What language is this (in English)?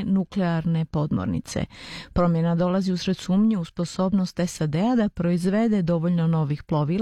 Croatian